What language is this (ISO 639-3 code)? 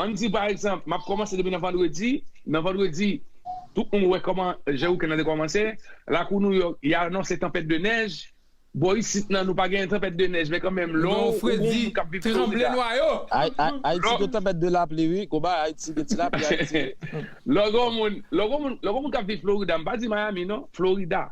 hat